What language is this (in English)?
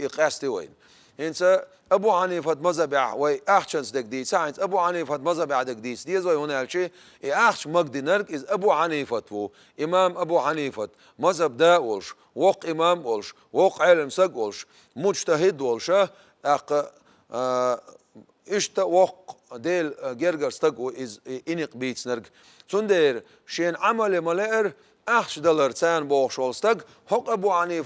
Chechen